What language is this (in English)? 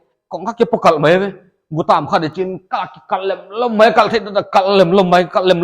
Paite Chin